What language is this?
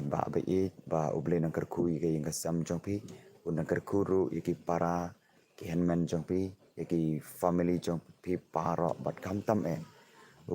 Khasi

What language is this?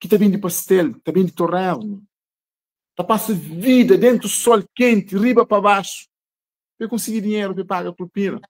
Kabuverdianu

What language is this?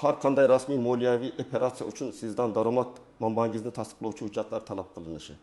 Uzbek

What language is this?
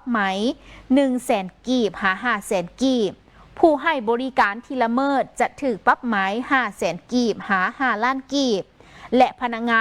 Lao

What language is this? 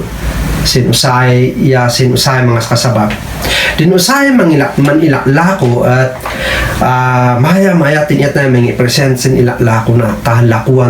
Kankanaey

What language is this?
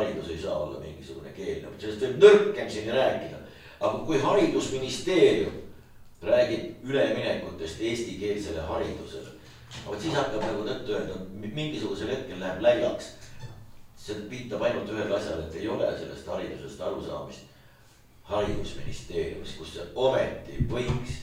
Estonian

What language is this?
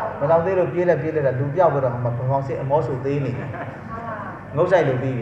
Burmese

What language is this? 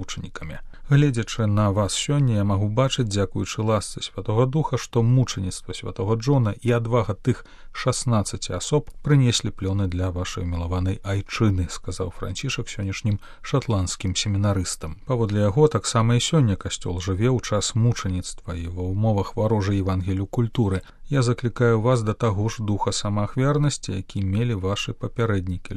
Belarusian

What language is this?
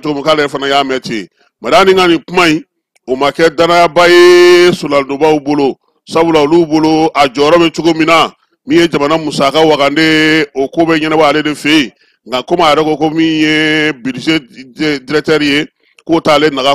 Bambara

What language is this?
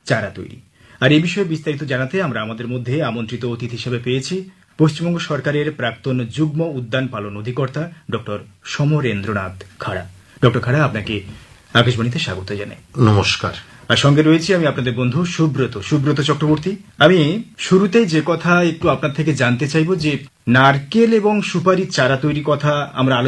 Bangla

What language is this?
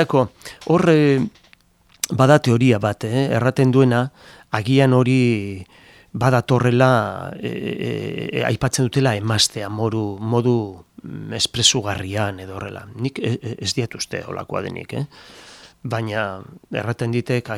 Basque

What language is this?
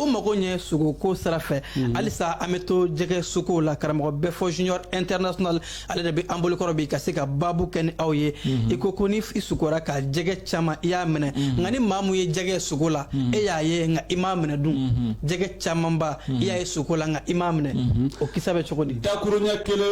Bambara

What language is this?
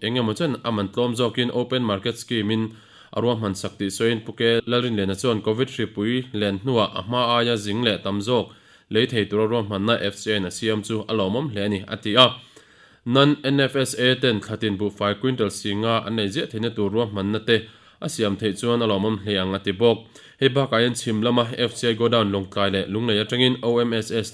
Mizo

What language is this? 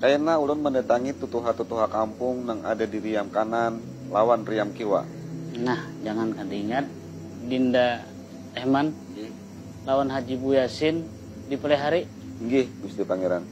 Banjar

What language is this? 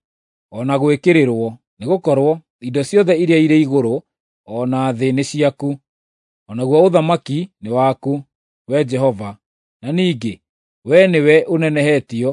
Kikuyu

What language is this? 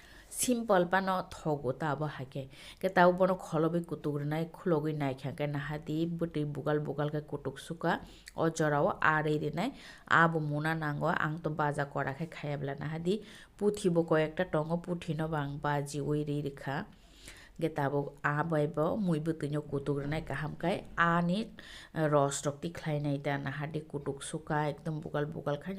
Kok Borok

